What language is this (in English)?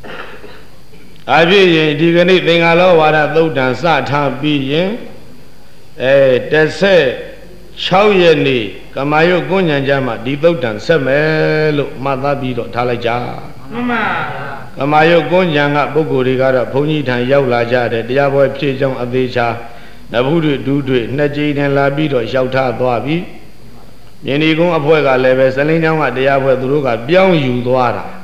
Burmese